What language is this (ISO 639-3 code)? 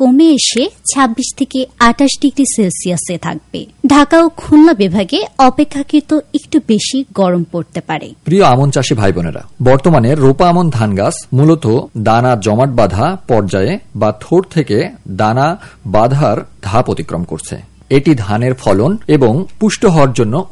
ben